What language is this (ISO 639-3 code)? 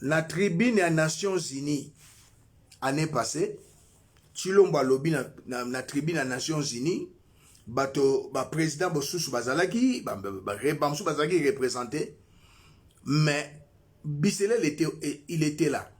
lin